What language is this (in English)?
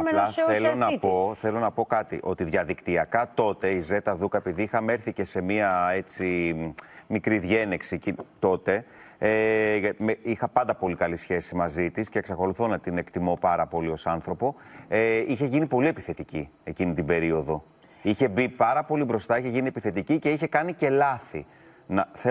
Greek